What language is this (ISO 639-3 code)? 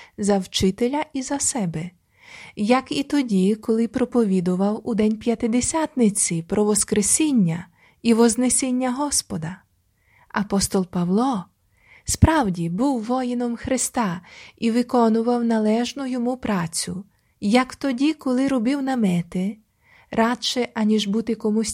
ukr